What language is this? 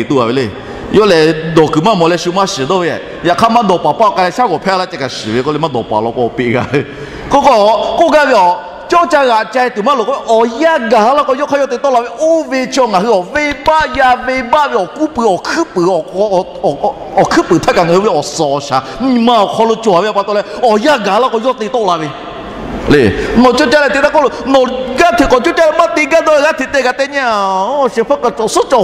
Lahu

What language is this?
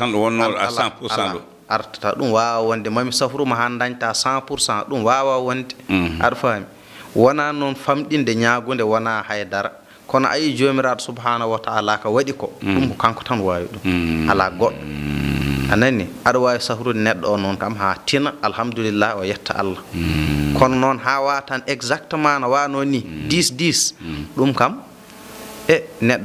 Fula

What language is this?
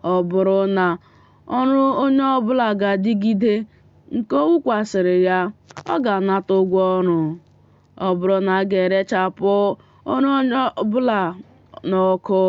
Igbo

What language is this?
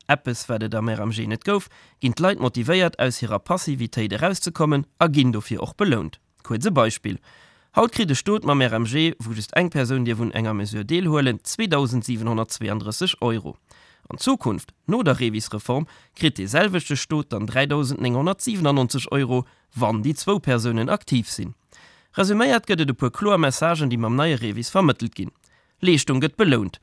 Luxembourgish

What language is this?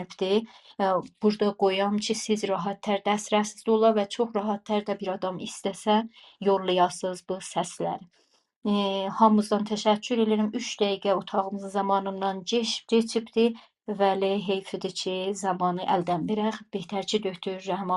South Azerbaijani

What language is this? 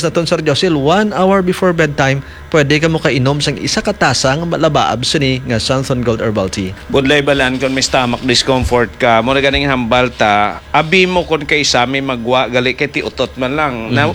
Hiligaynon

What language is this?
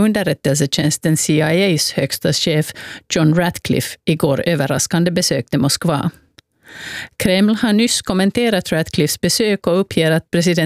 Swedish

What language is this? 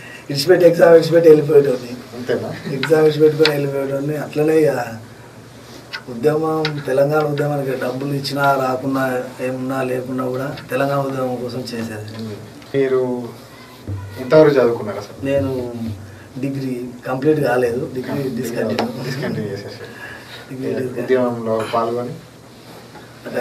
Telugu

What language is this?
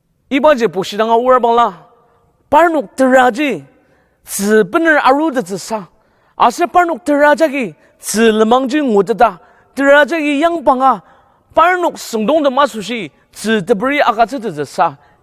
Ao Naga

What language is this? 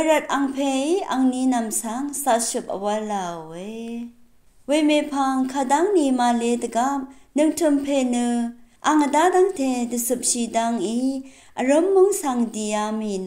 Rawang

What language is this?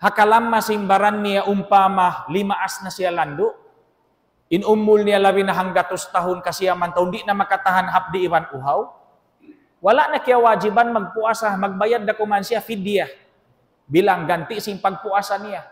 Tausug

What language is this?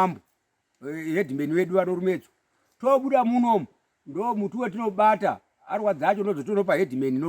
Shona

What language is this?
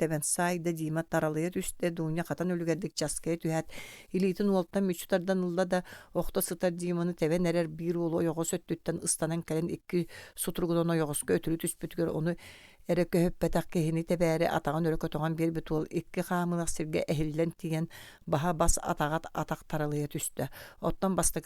Yakut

